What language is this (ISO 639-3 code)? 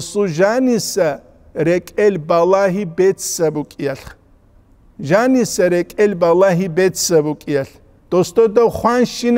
ava